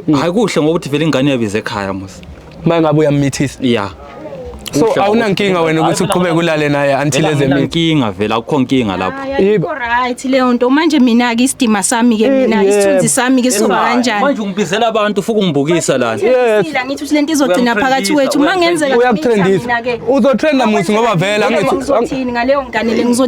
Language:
Zulu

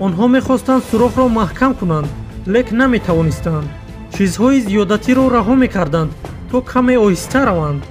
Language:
Tajik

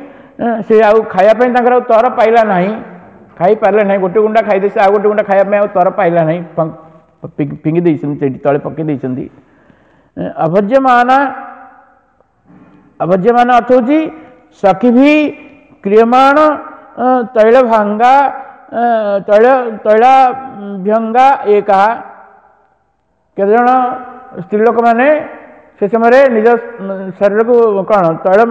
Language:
Odia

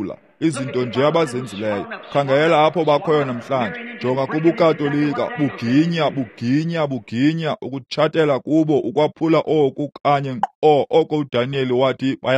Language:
Xhosa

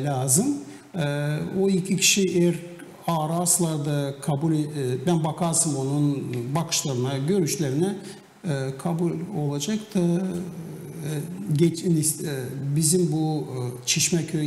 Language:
Gagauz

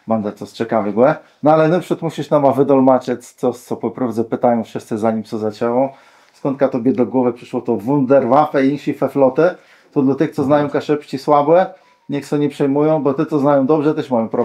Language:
Kashubian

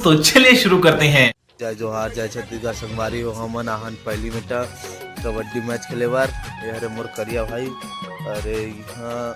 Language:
Chhattisgarhi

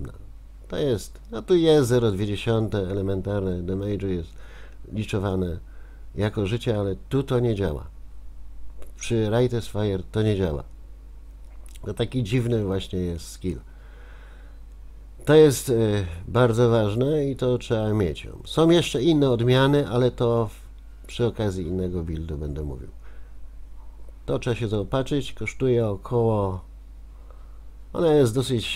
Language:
Polish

